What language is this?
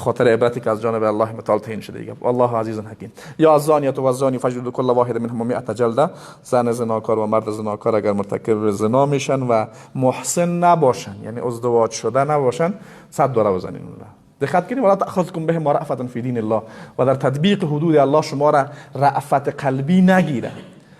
Persian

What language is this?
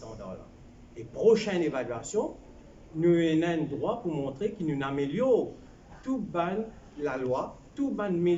Morisyen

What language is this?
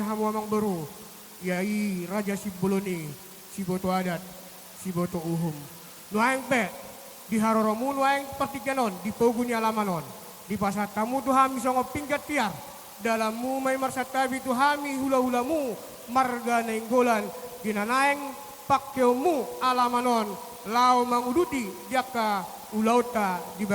Batak Toba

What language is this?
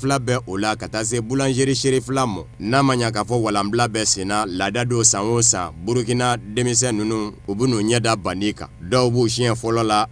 Bambara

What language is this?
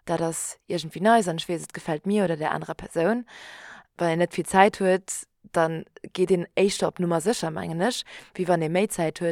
Luxembourgish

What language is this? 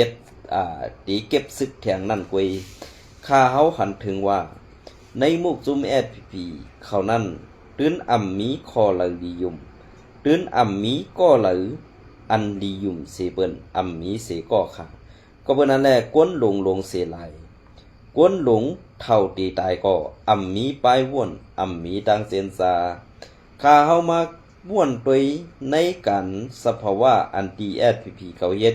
Shan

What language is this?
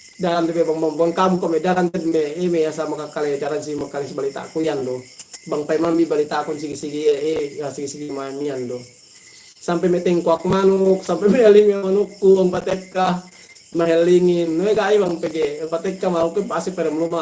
Yakan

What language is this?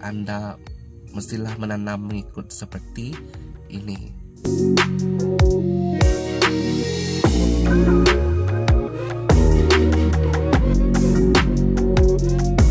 Malay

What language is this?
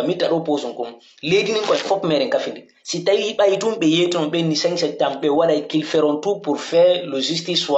Pular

